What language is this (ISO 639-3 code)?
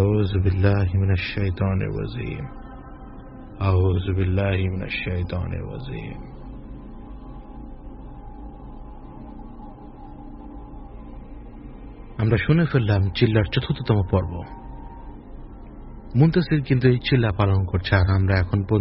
ben